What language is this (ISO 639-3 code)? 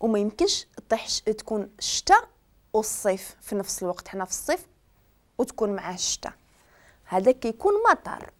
ary